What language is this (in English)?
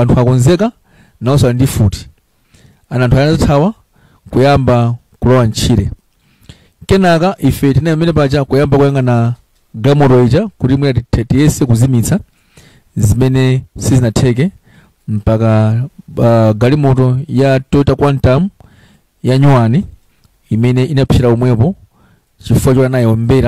Nyanja